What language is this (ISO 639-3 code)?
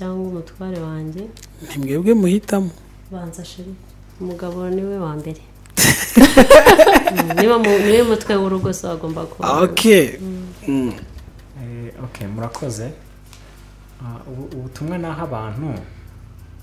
kin